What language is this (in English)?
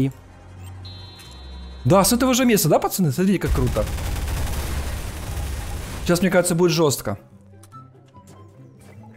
Russian